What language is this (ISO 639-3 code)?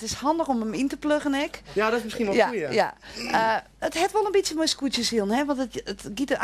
fry